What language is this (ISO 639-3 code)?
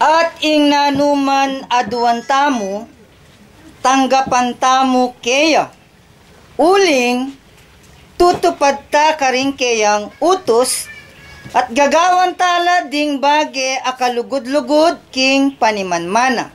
pam